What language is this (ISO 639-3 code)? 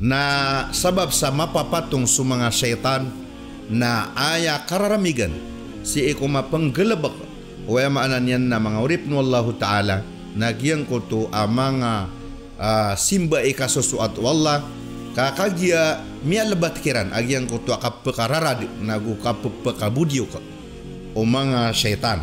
mrw